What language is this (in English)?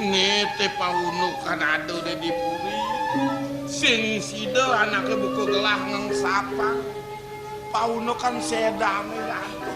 Balinese